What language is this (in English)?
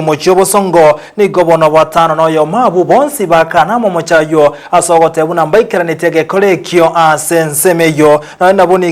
Gusii